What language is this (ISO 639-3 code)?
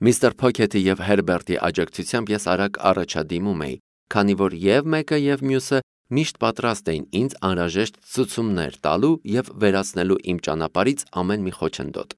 hye